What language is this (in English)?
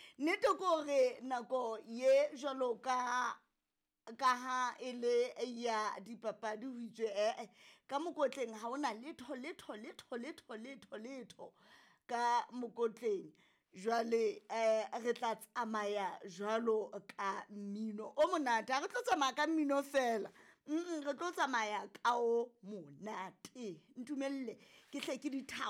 Southern Sotho